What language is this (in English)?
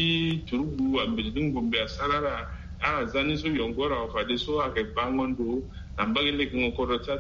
Sango